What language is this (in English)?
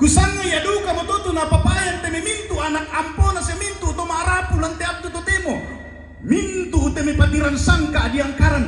Toraja-Sa'dan